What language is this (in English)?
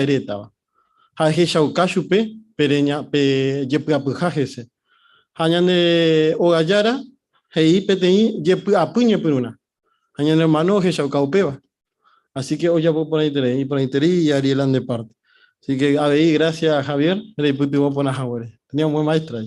Guarani